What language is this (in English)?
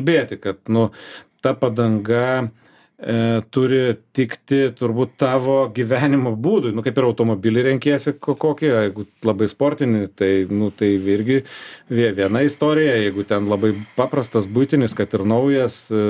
Lithuanian